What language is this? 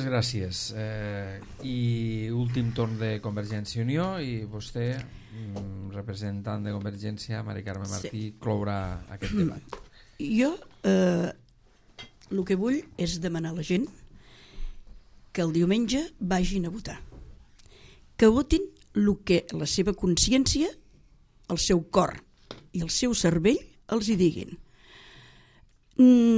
Catalan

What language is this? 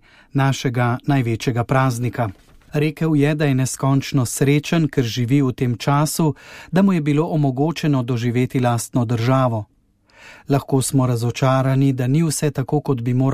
Slovenian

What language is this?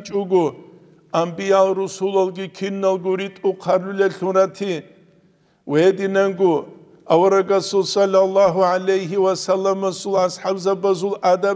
Avaric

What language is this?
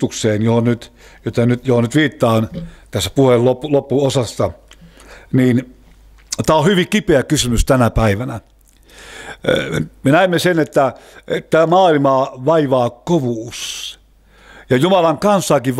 Finnish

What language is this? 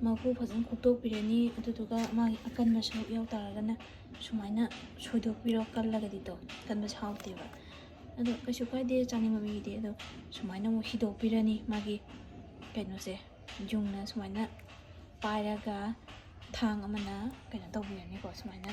Manipuri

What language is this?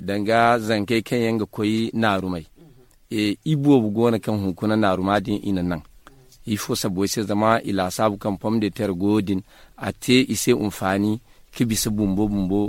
Zarma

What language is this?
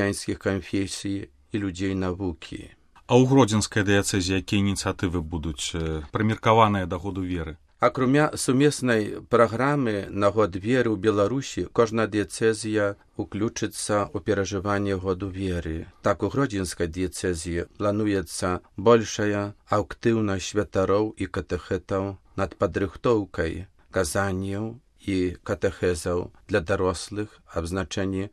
Belarusian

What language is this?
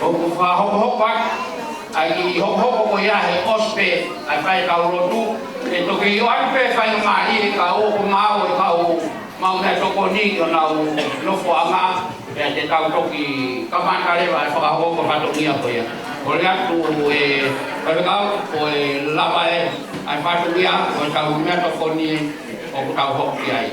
Tongan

